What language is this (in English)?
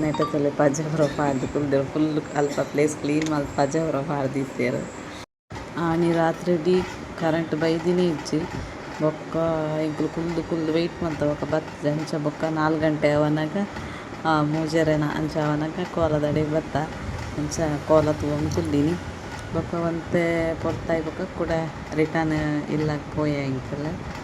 Tulu